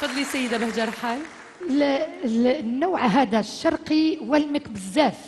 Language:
Algerian Arabic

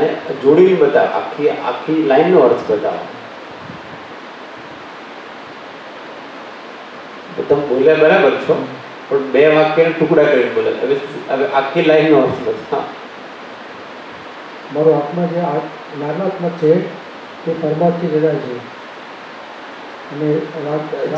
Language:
Gujarati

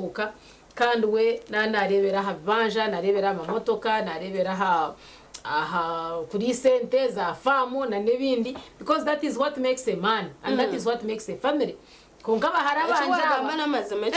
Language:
Nyankole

